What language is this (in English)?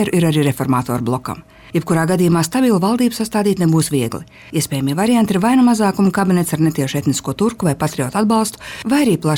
Latvian